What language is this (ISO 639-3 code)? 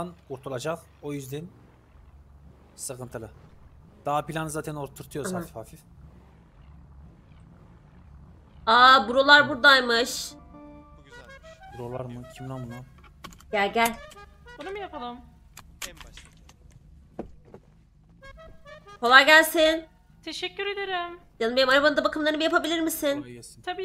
tur